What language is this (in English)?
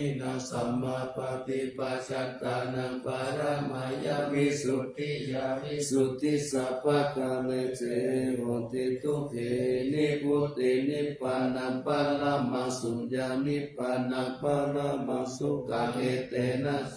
Pali